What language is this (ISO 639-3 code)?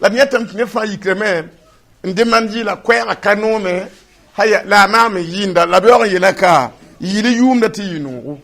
mos